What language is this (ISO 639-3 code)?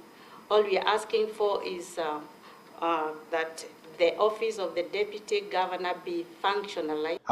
guz